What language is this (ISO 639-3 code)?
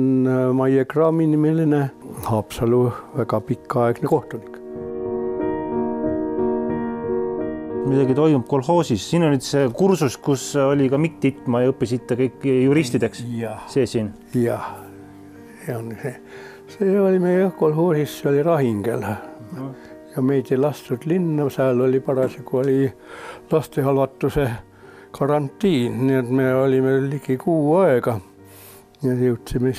est